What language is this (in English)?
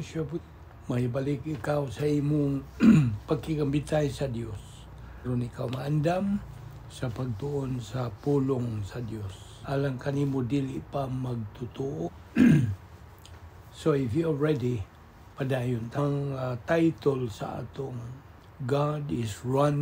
Cebuano